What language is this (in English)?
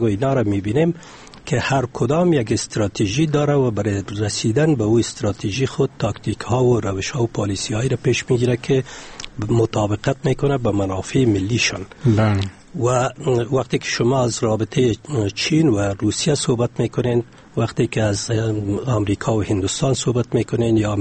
Persian